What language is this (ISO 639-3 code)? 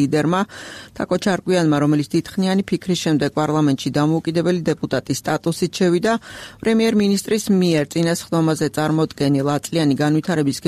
kat